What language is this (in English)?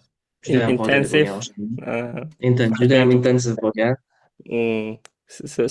Uzbek